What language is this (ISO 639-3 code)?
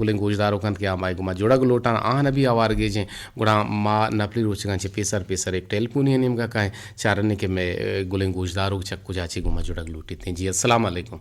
bgp